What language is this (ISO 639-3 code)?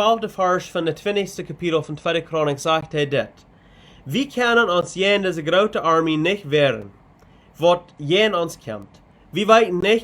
pdt